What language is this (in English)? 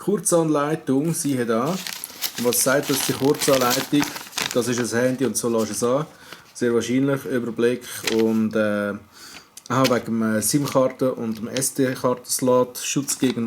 Swiss German